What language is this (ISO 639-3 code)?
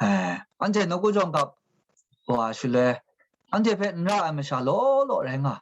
kac